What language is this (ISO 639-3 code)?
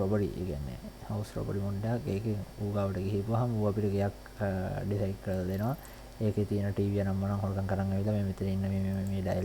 sin